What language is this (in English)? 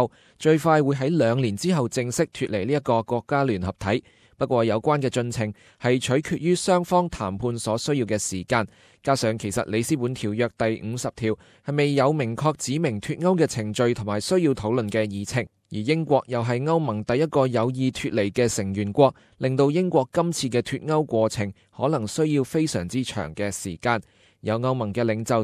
Cantonese